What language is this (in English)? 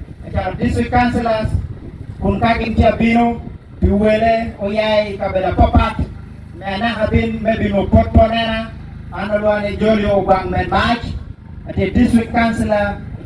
Acoli